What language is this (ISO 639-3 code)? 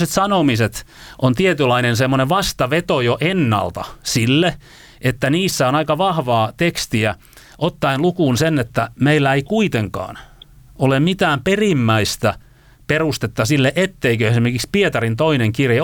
fin